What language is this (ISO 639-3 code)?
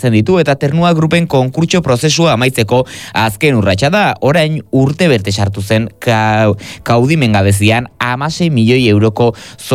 eus